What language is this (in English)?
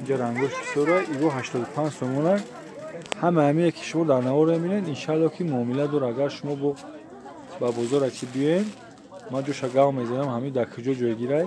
Tajik